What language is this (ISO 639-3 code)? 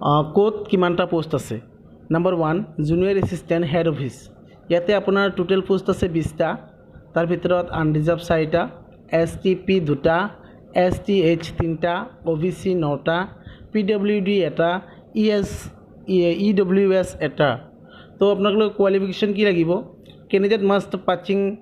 asm